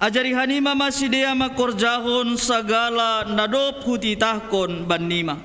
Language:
Batak Simalungun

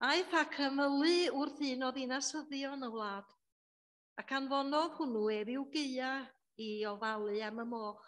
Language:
Welsh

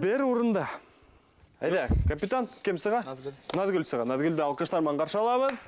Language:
Bashkir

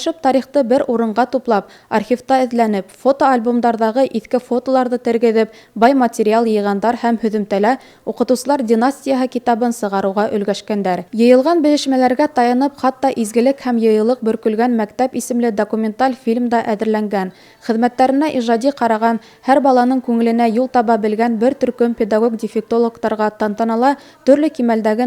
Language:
Bashkir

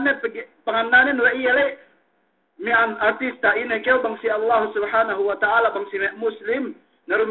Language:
Yakan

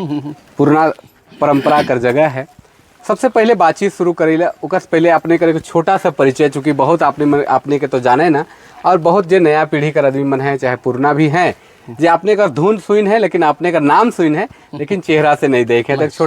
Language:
Sadri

